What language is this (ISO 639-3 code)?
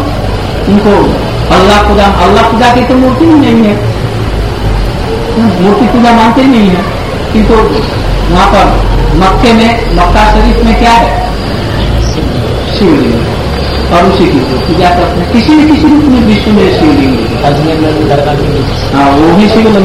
hin